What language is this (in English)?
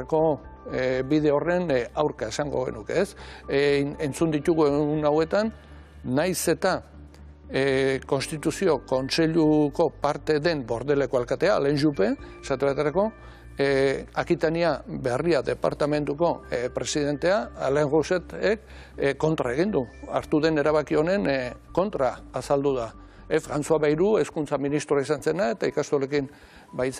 Basque